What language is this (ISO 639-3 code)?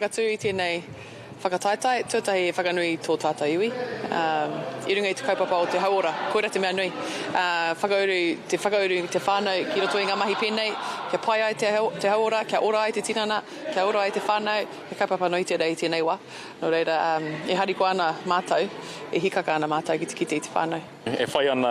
mri